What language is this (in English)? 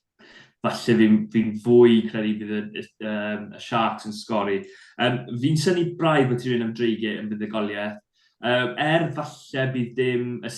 Welsh